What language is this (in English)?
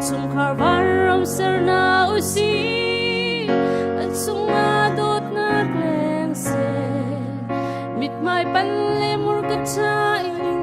Hakha Chin